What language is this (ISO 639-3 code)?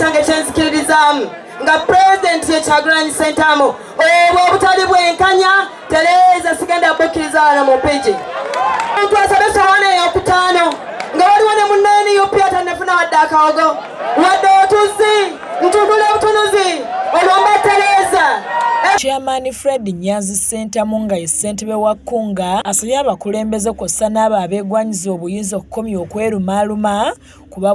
lug